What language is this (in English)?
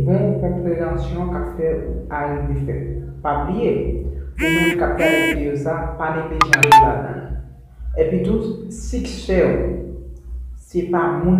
Haitian Creole